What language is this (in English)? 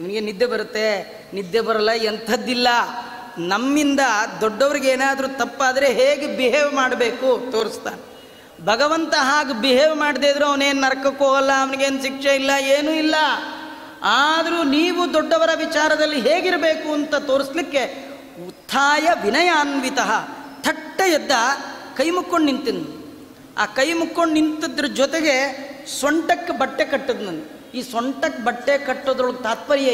Kannada